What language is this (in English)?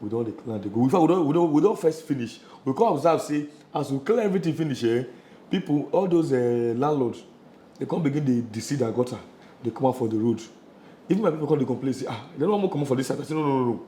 Nigerian Pidgin